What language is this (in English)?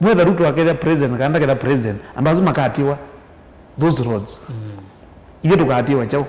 Kamba